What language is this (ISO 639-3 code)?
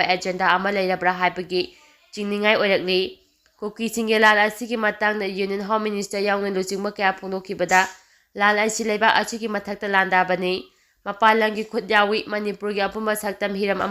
mni